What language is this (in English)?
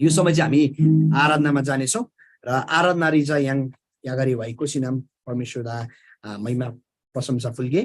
Eastern Tamang